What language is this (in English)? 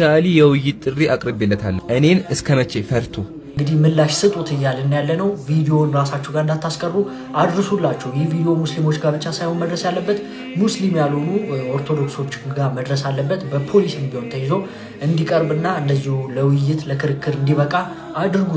Amharic